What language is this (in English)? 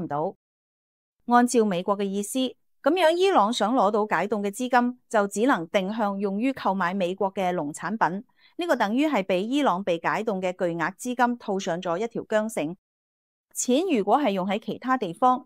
Cantonese